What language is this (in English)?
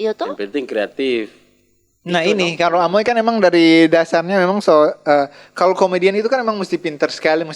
Manado Malay